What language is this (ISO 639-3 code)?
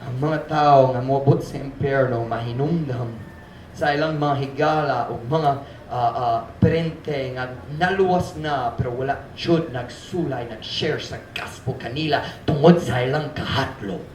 ceb